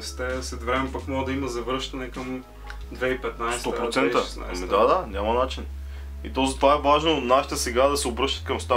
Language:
Bulgarian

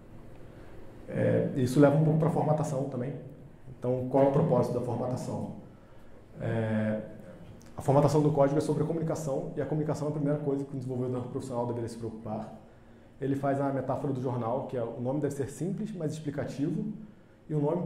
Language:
Portuguese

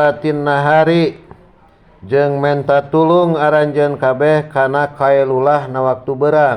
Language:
Sundanese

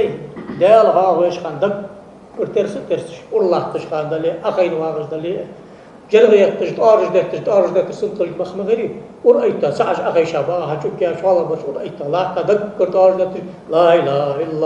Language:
Ingush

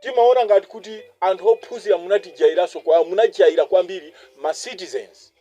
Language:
Nyanja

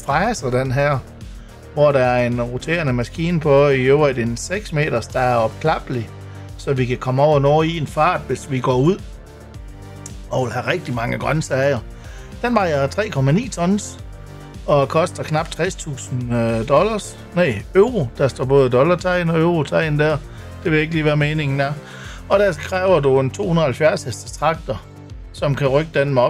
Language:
Danish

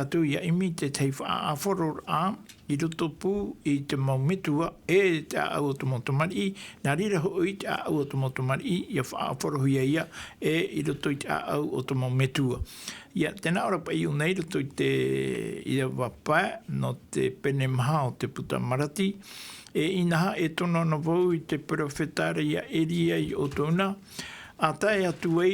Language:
Tahitian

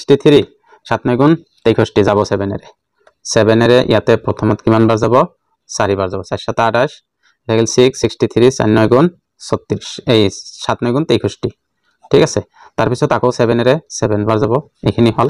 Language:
Assamese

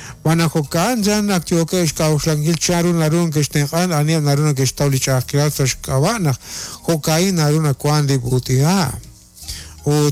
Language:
Kekchí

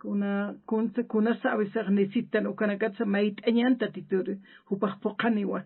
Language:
Aymara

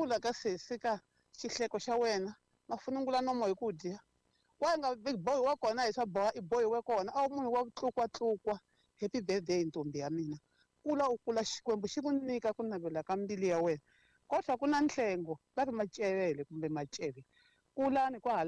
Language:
Tsonga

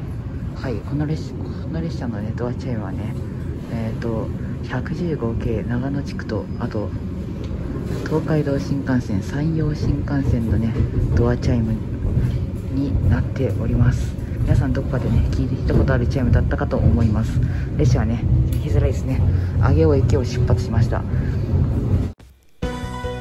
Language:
Japanese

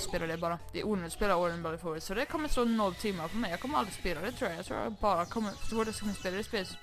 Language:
Swedish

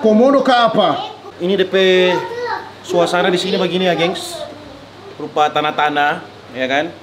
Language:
Manado Malay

